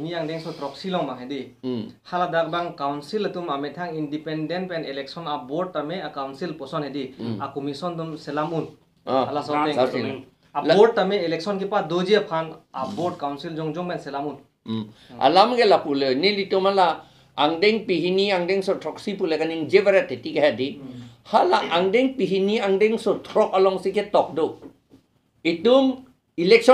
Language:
Karbi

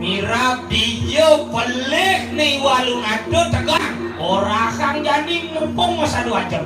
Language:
Balinese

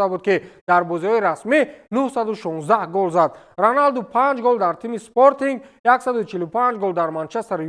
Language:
Tajik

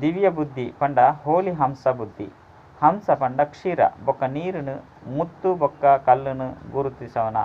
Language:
Tulu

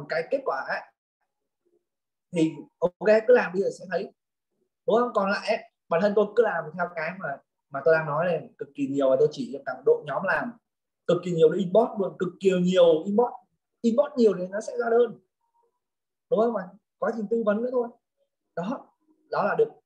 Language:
Vietnamese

